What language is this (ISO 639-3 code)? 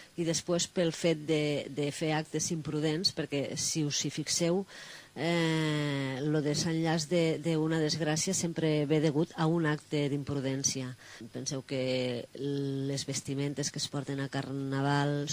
cat